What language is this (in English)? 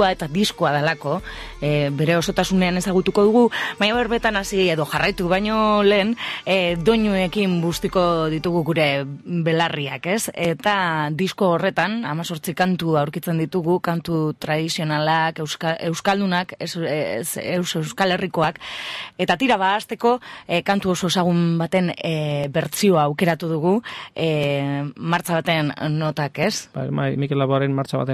Basque